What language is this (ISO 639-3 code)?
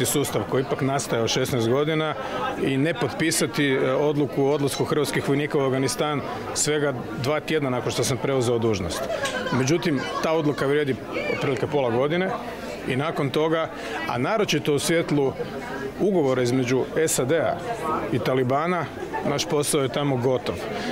hrv